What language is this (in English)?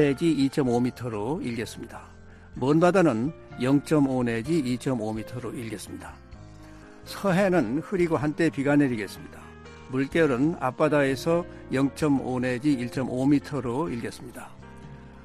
Korean